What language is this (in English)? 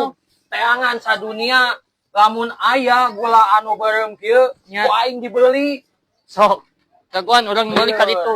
Sundanese